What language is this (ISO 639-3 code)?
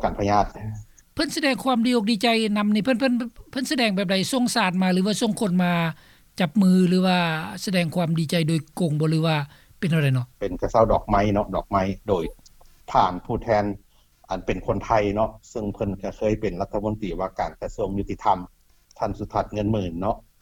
lao